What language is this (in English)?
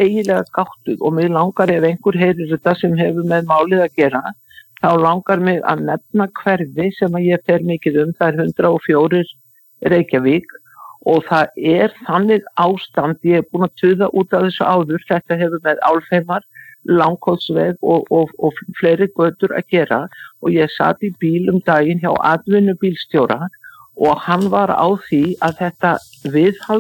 Icelandic